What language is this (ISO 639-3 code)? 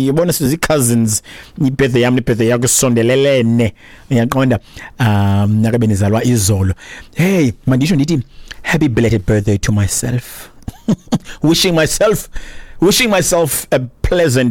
xho